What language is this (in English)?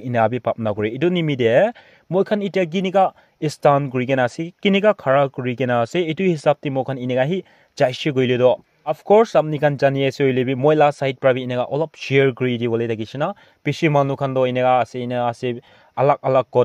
Naga Pidgin